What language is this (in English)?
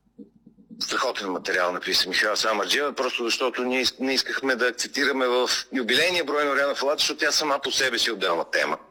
Bulgarian